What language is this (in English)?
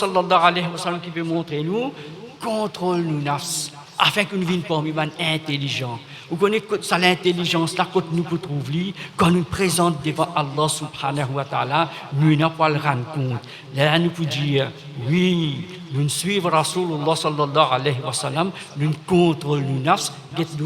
Morisyen